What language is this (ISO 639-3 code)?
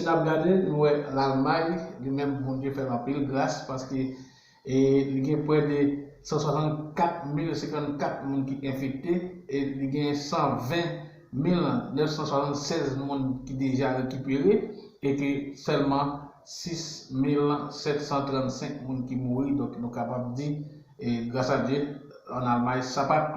hat